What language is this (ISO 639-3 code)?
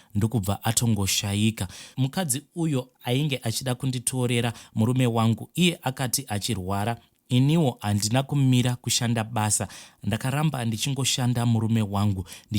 sna